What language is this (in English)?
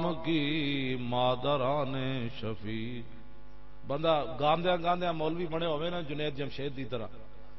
Western Panjabi